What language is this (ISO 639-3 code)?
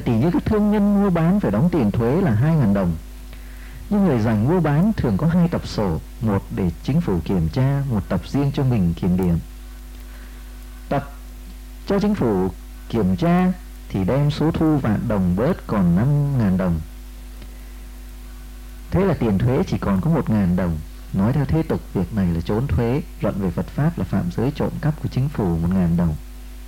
vie